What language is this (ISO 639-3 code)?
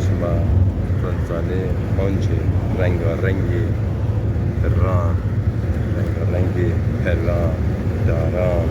zza